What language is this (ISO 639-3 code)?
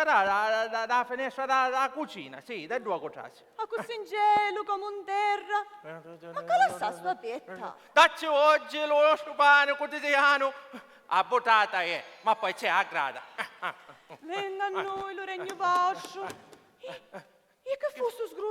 scn